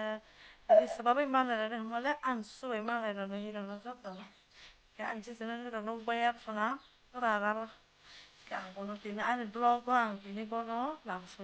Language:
Kok Borok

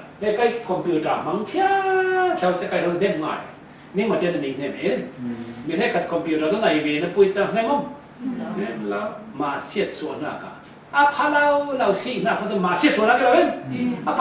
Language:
Falam Chin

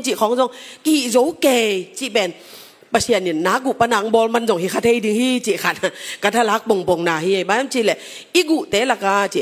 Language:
Tedim Chin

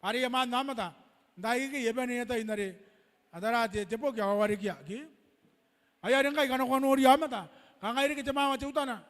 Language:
Gilbertese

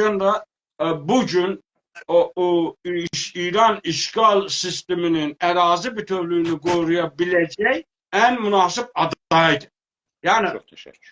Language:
South Azerbaijani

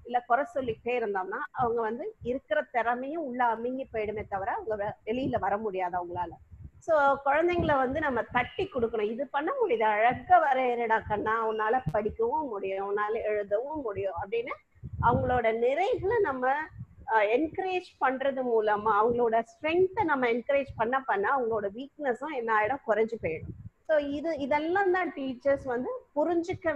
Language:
Tamil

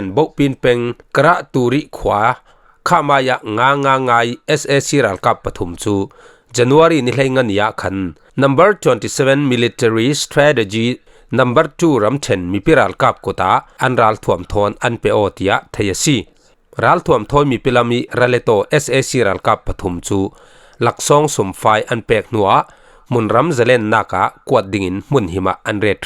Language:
Falam Chin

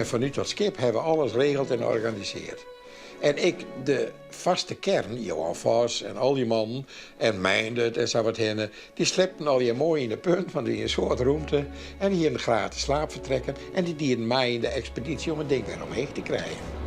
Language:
Western Frisian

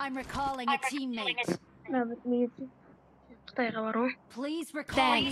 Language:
Kara-Kalpak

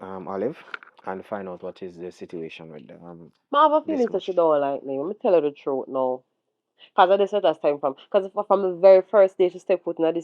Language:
Jamaican Creole English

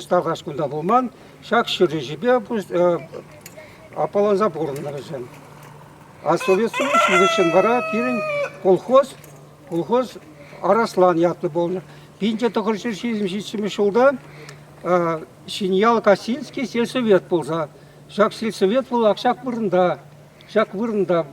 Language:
Chuvash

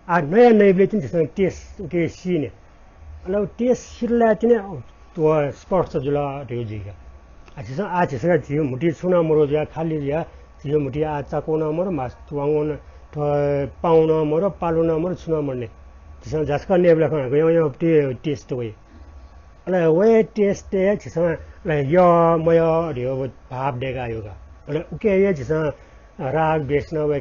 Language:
Newari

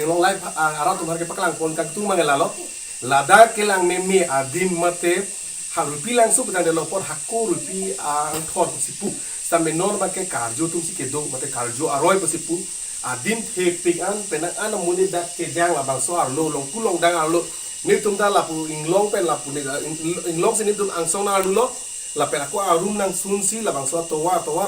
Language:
Karbi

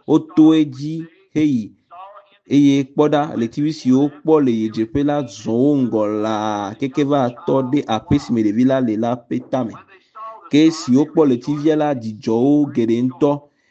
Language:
Ewe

